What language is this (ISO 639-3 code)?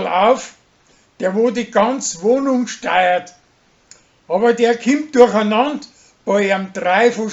bar